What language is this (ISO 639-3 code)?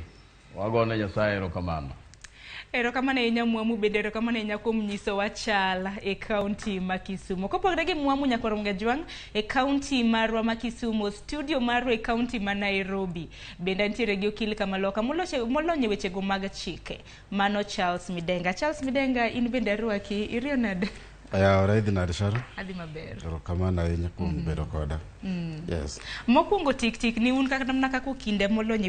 luo